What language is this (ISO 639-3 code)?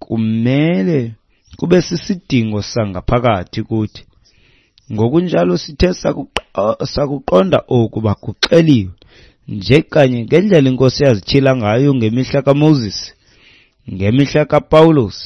xho